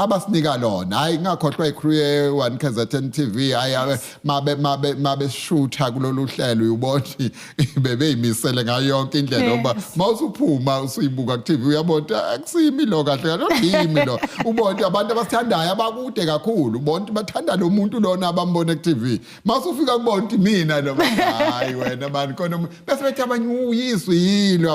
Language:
Zulu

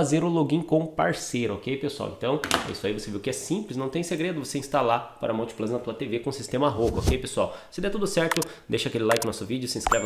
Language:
Portuguese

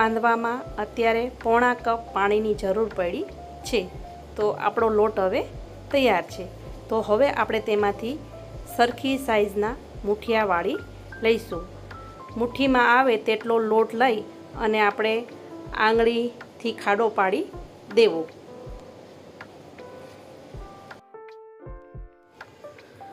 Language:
Gujarati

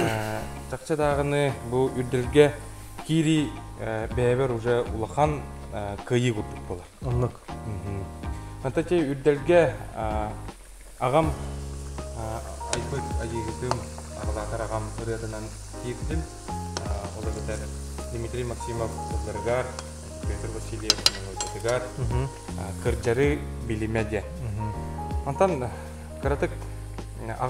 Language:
Yakut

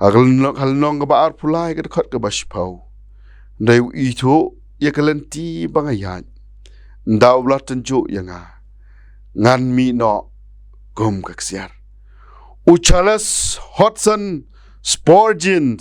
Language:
Khasi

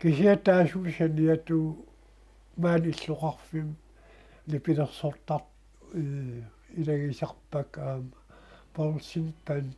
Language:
Kalaallisut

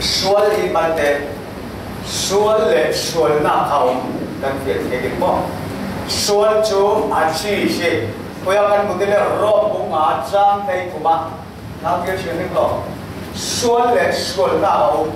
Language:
Falam Chin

